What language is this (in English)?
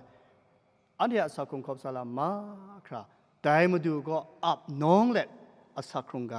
Kachin